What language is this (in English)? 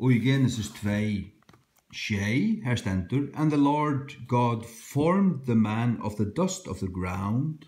Faroese